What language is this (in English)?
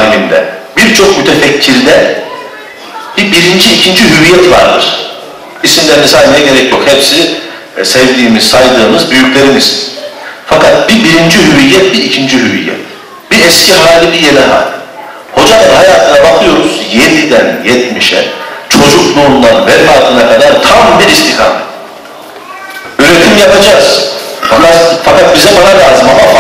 Turkish